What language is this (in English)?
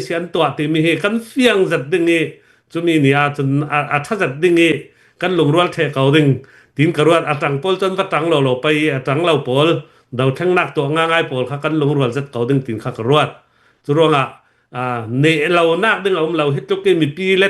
Hakha Chin